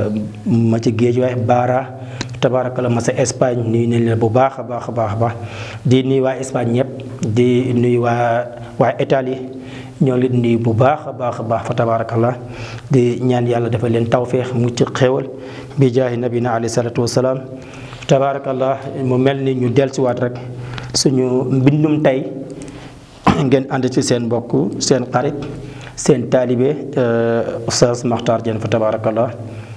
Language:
Wolof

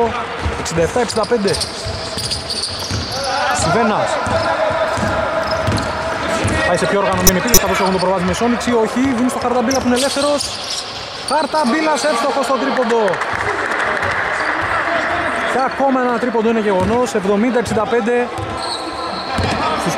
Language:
Greek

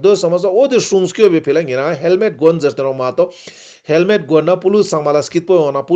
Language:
Ladakhi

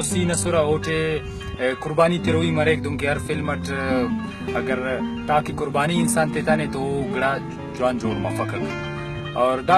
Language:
Brahui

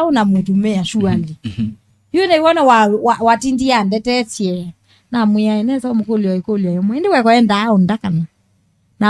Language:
Kamba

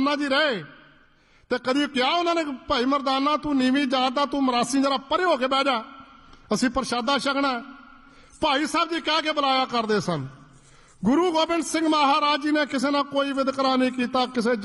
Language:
Punjabi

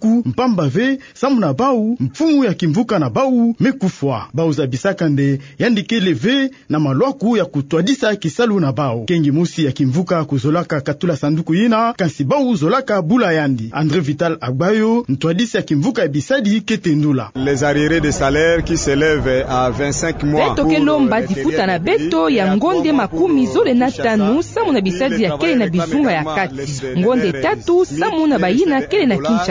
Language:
Kituba (Democratic Republic of Congo)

